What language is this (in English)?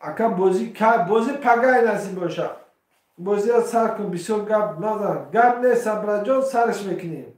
Tajik